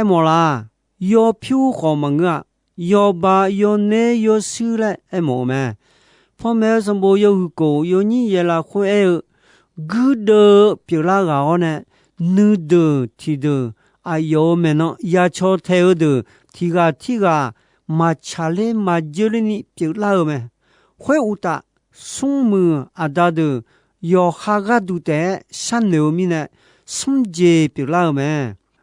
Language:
Akha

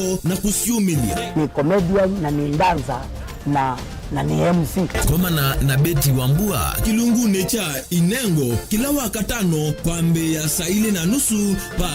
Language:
Kamba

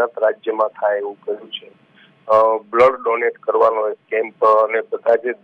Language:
Gujarati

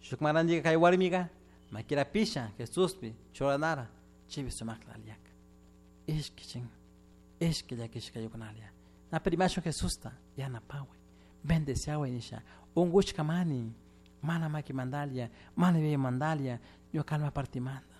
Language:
Chimborazo Highland Quichua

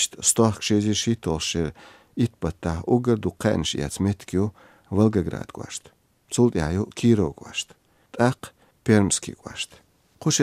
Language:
Chechen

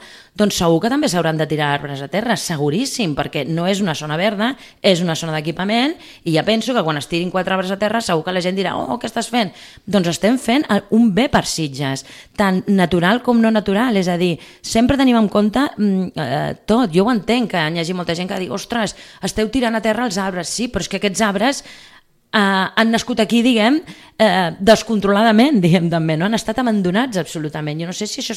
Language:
Catalan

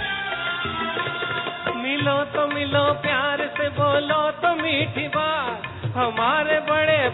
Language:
Hindi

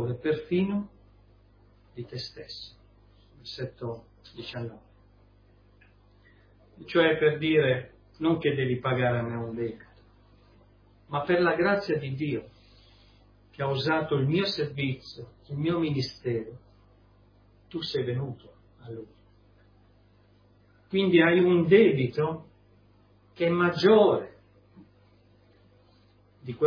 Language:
Italian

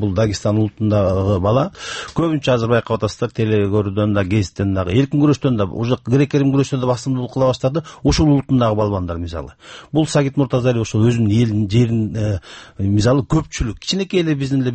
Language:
Kyrgyz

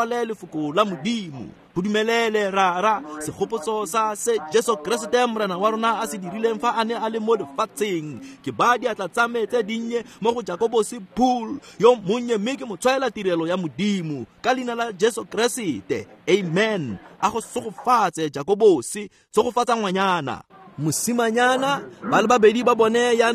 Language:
Tswana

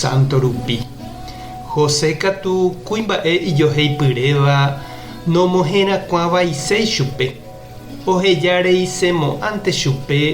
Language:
Guarani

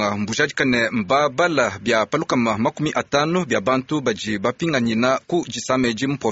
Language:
Luba-Lulua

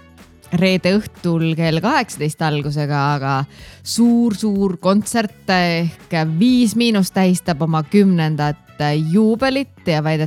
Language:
Estonian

